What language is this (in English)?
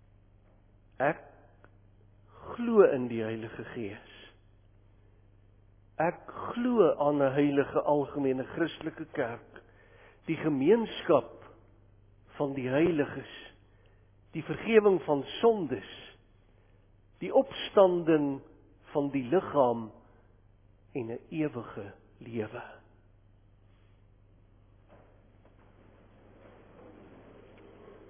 Afrikaans